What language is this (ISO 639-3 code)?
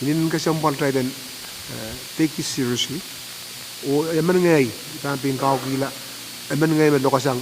pon